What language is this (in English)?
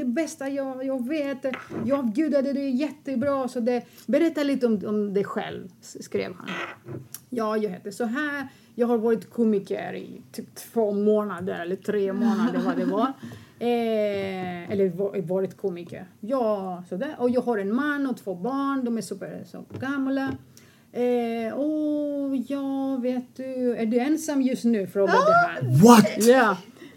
Swedish